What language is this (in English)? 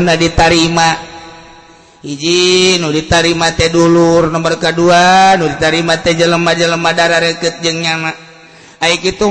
Sundanese